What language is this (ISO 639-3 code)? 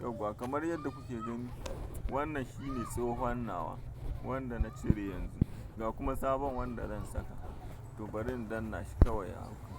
hau